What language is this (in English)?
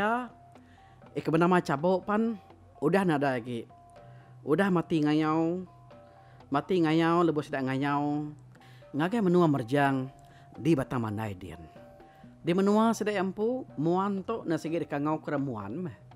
Iban